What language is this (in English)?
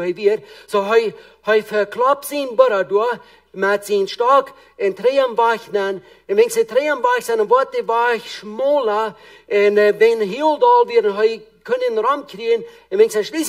Plautdietsch